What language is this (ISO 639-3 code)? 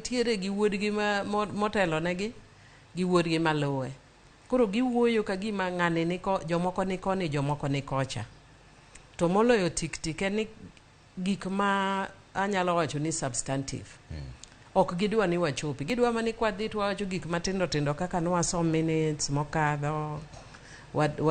luo